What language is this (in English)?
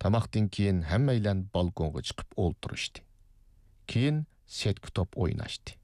Uyghur